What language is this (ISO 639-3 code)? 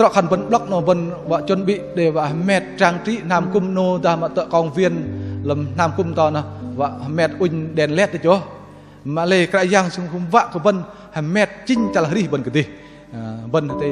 bdq